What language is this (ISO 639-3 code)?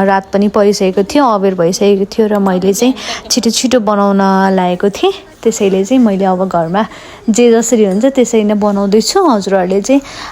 nep